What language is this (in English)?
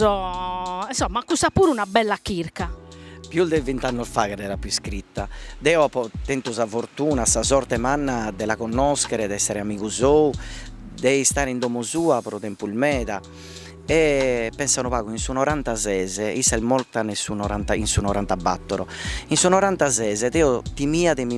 Sardinian